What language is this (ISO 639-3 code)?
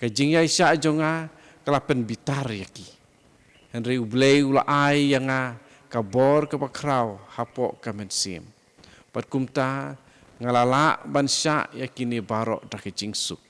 kha